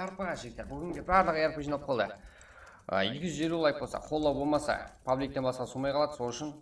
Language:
Kara-Kalpak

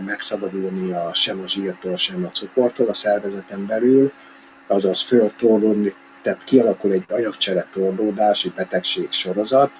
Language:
Hungarian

